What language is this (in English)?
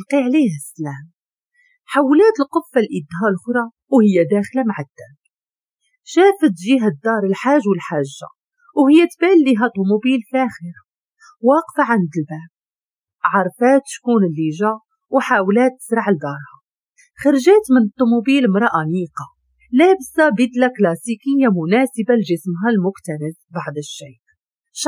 Moroccan Arabic